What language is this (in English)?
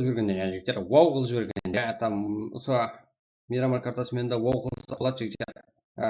Kara-Kalpak